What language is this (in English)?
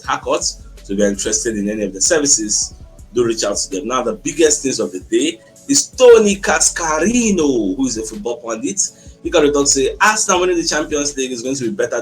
Nigerian Pidgin